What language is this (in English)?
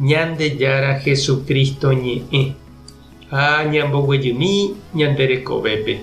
Guarani